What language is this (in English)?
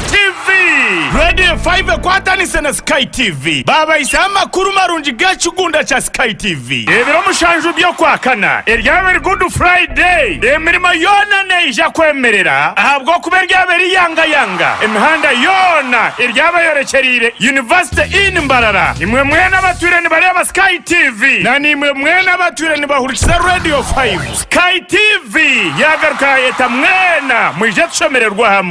Nyankole